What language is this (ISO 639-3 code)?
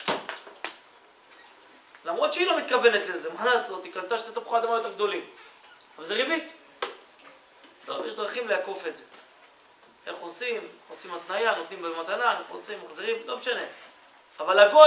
heb